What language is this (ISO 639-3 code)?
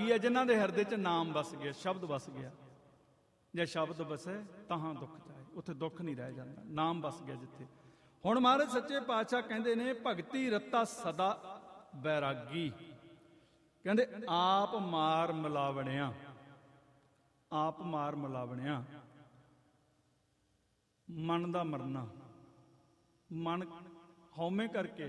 pan